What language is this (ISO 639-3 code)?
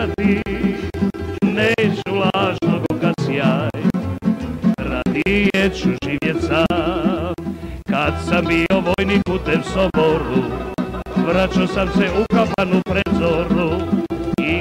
hrv